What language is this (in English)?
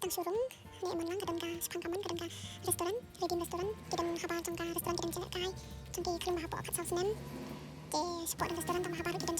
Khasi